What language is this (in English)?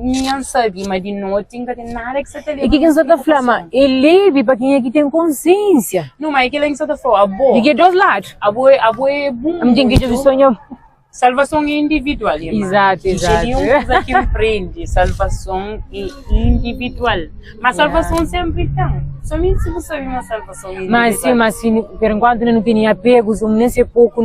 Kabuverdianu